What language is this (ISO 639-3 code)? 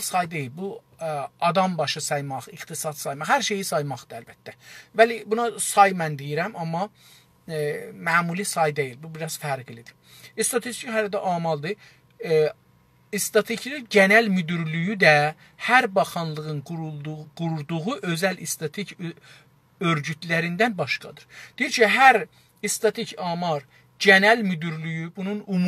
azb